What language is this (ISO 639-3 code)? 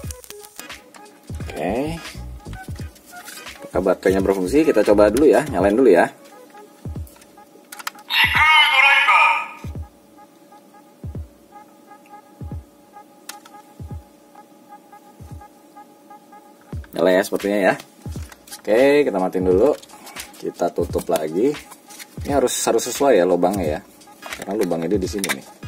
ind